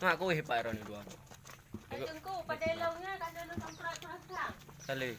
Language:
Achinese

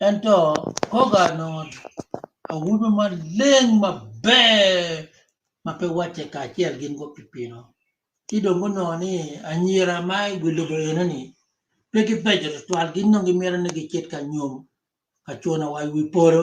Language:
Acoli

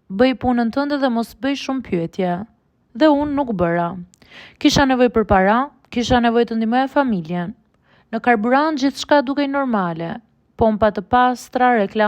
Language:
Albanian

